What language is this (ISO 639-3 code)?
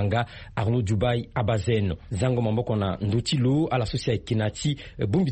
sag